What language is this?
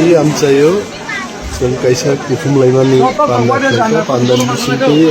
Kok Borok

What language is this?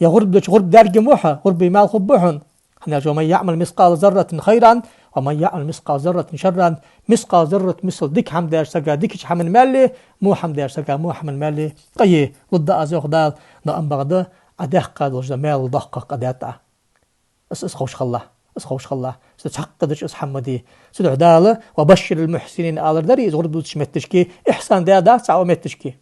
Ingush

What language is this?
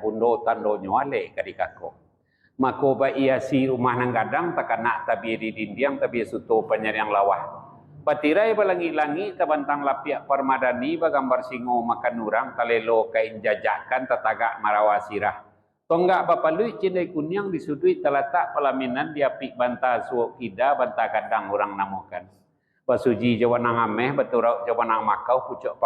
Minangkabau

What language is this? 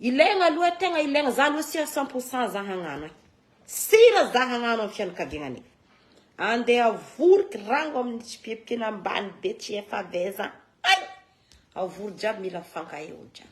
Malagasy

